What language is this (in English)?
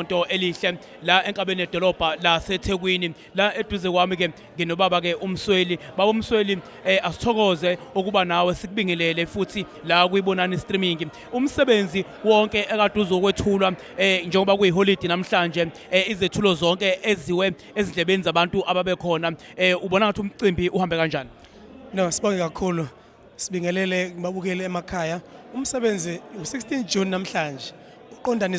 Zulu